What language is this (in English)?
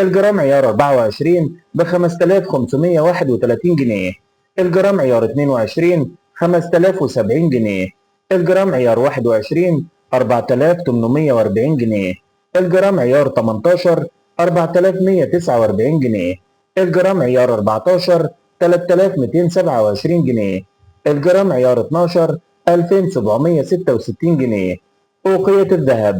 Egyptian Arabic